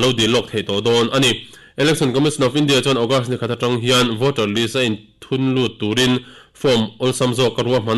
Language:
Mizo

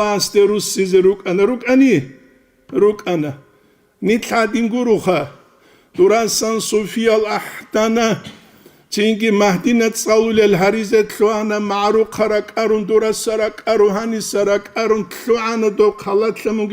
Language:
Avaric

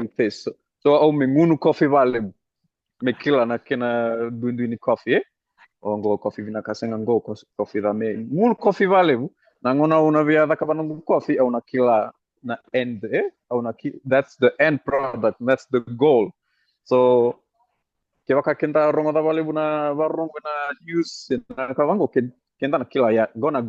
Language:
Fijian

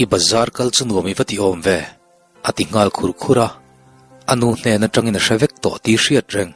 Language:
Mizo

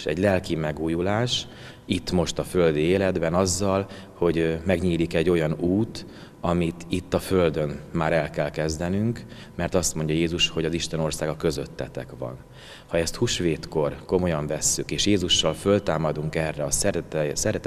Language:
Hungarian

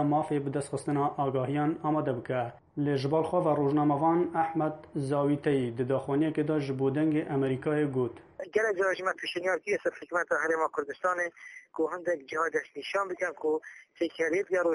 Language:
Kurdish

